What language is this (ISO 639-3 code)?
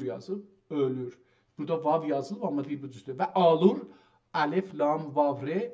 azb